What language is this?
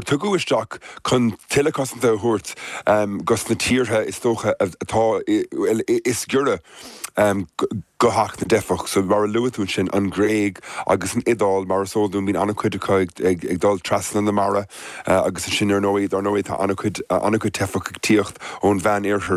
Irish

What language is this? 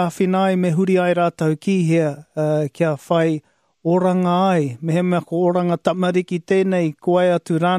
Māori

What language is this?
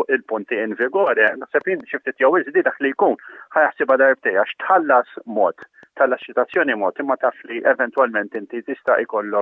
Maltese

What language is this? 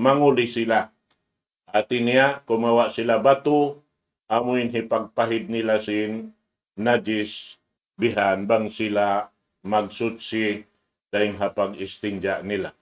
Tausug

